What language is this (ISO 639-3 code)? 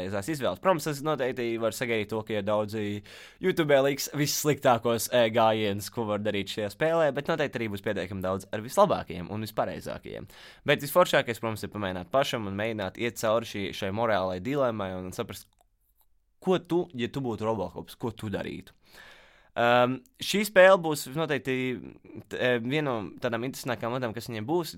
lav